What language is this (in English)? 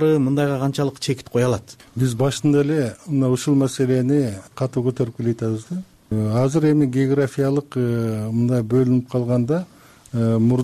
Kyrgyz